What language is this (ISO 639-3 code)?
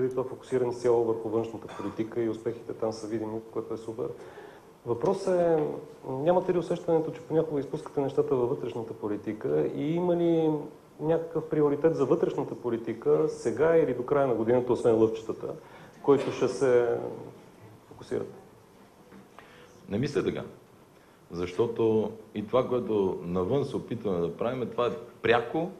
bul